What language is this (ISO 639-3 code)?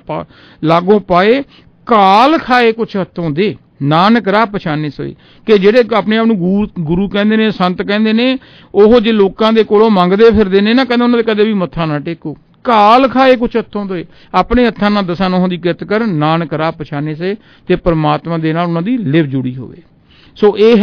pan